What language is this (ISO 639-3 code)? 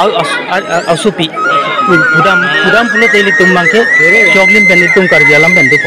mjw